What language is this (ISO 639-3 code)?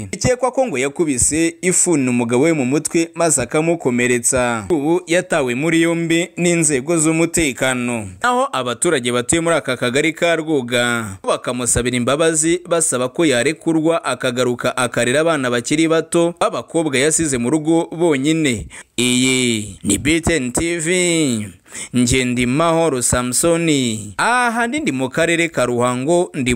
kin